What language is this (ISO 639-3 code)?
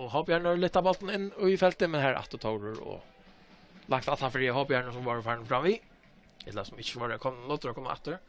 fao